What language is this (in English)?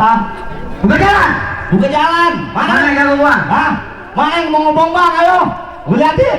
Betawi